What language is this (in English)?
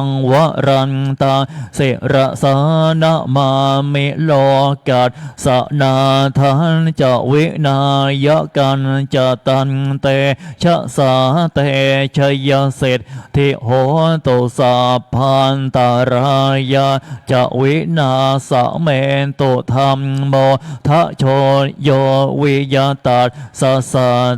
Pali